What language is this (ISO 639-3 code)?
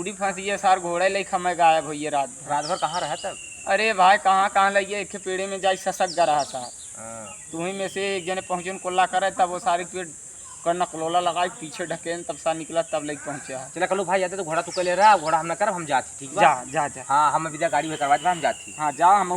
awa